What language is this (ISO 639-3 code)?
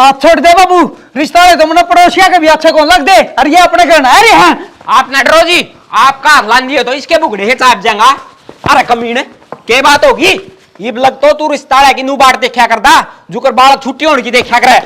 bgc